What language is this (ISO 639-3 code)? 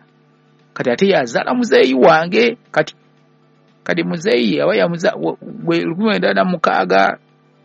lug